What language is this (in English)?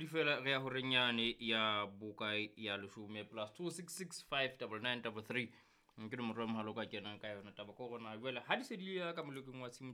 Southern Sotho